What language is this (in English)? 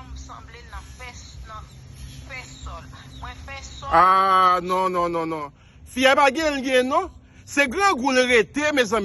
Haitian Creole